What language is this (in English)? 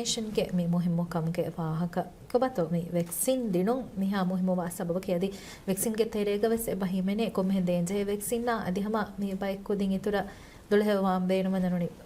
Divehi